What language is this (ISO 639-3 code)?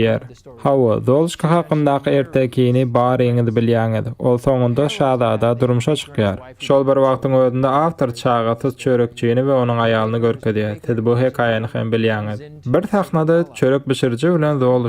tuk